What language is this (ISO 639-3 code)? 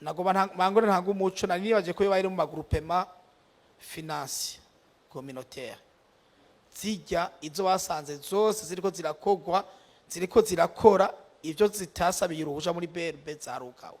run